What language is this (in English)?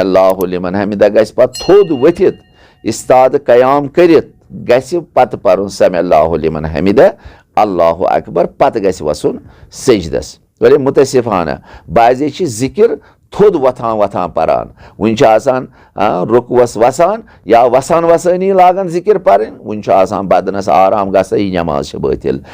Kashmiri